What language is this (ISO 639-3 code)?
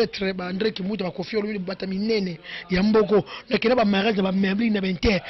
lin